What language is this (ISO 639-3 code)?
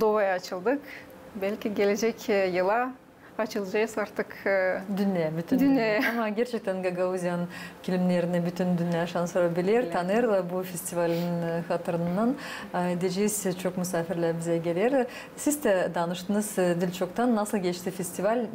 gag